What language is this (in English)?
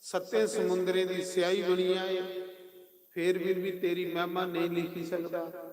Dogri